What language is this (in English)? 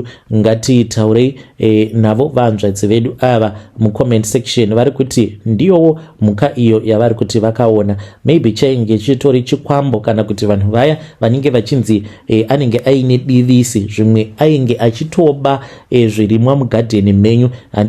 Shona